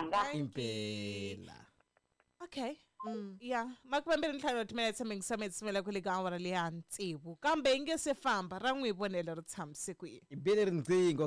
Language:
Tsonga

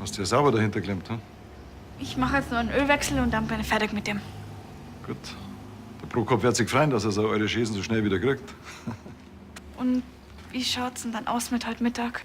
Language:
Bavarian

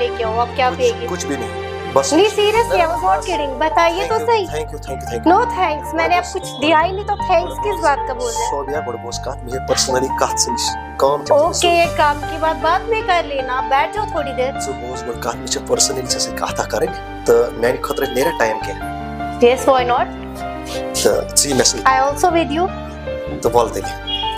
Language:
Kashmiri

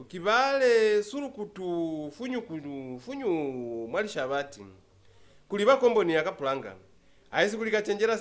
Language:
Lozi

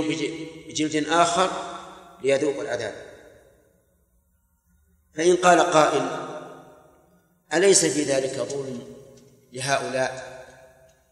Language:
Arabic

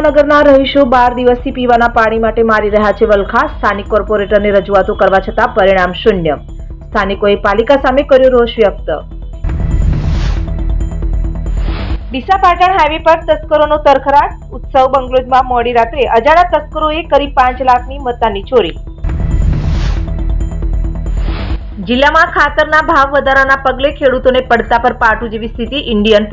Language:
Gujarati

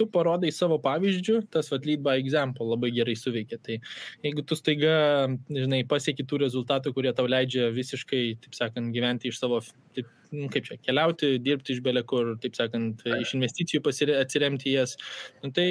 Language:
Lithuanian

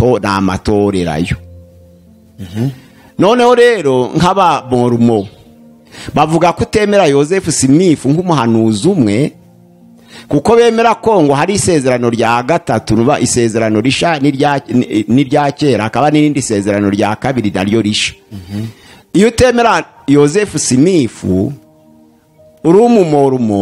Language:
Kinyarwanda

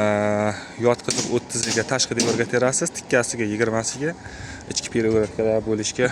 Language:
Uzbek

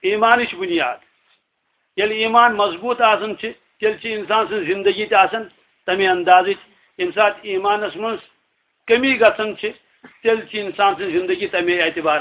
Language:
Kashmiri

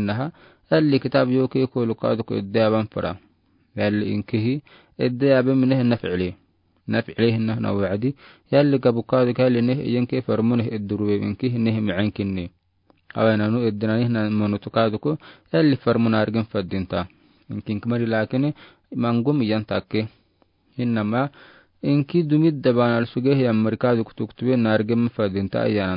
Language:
Afar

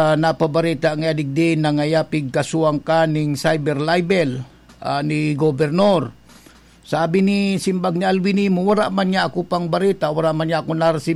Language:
Bikol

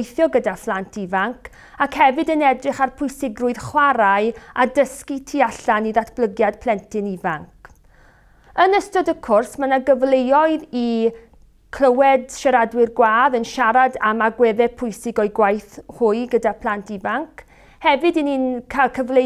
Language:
Welsh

